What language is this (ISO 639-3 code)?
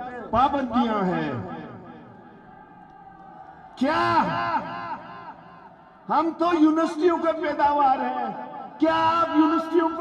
urd